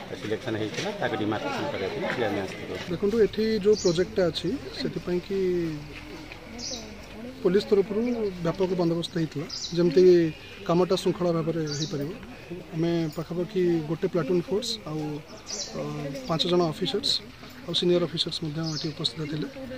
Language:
Odia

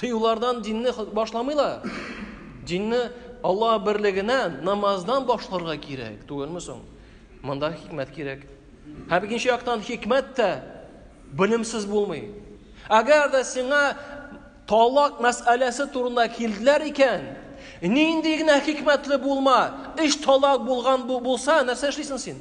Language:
Tatar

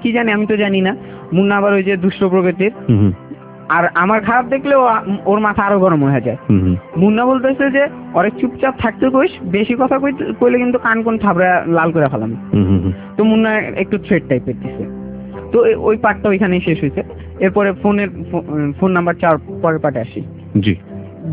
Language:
Bangla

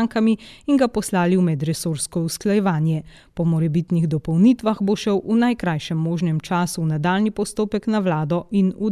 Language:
Slovenian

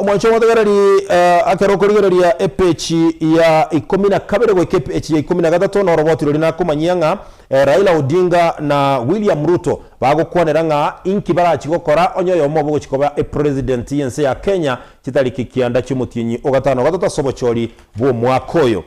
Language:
Gusii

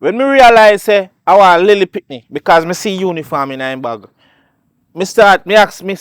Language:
Jamaican Creole English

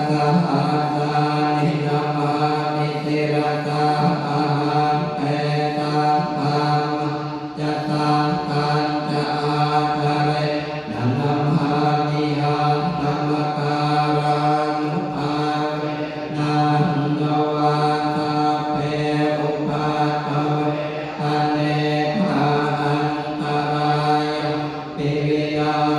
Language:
Pali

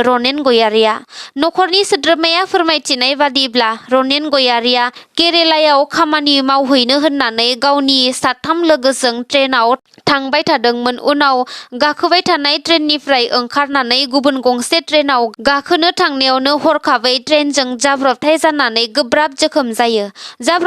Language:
Bodo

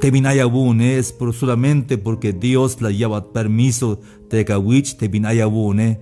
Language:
Tzeltal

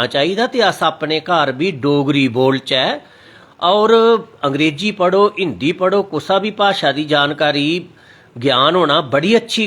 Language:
Dogri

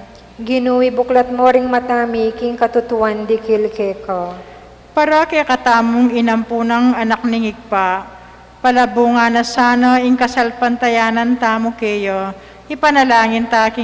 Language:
Pampanga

